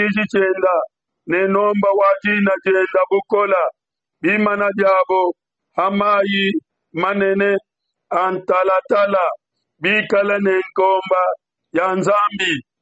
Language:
Luba-Lulua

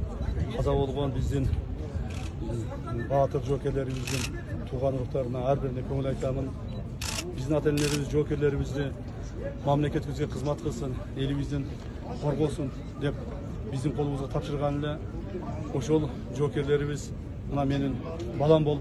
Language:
Kyrgyz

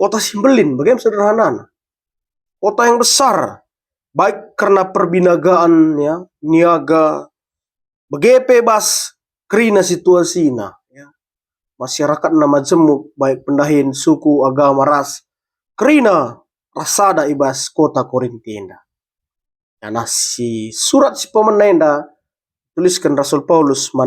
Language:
Batak Karo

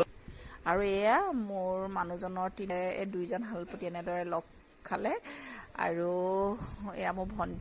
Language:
Assamese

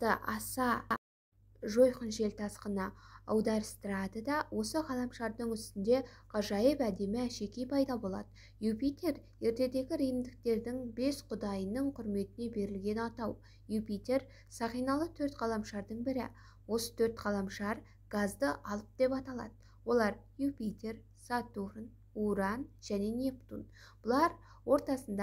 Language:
Kazakh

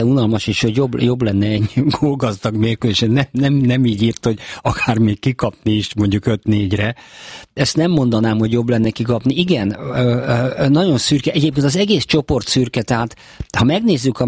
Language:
Hungarian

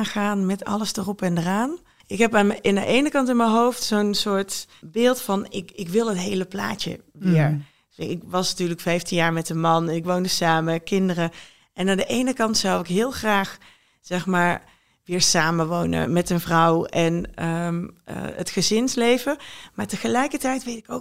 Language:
Dutch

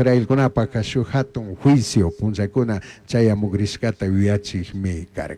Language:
Chimborazo Highland Quichua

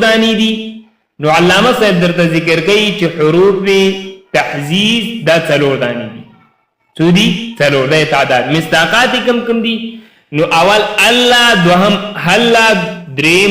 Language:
Pashto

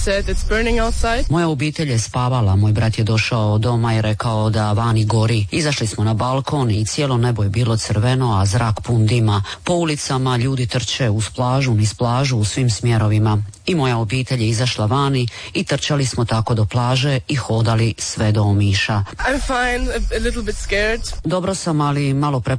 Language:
Croatian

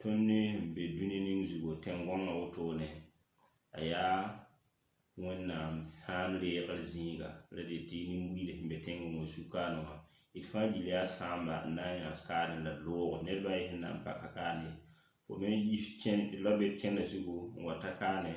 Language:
Mossi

